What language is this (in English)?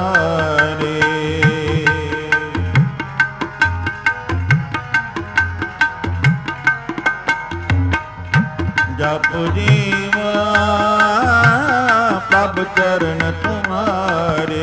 Punjabi